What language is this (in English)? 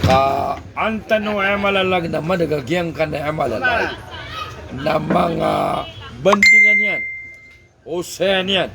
Maranao